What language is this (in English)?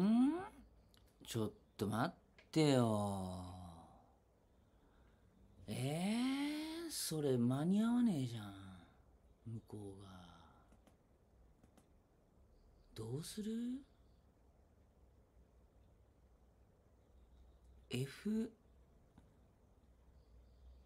Japanese